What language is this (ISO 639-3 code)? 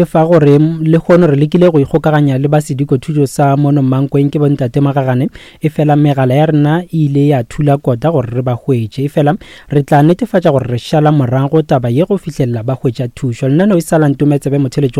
nso